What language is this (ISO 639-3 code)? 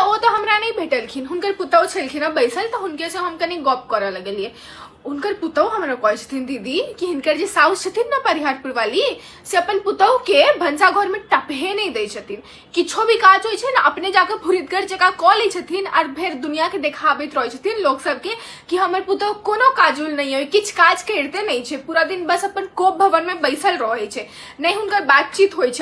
mai